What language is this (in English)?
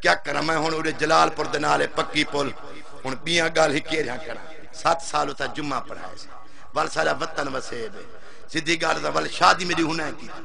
Saraiki